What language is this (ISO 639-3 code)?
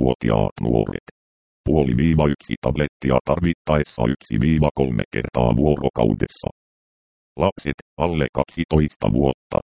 fin